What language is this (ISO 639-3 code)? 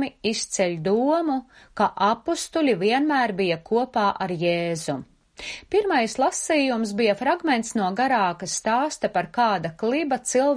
lav